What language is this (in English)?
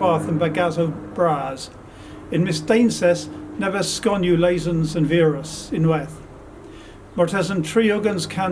Cornish